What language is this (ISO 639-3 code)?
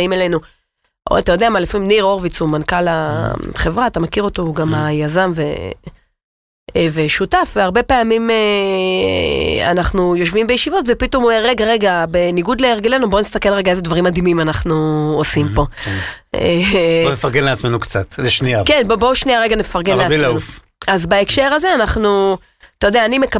heb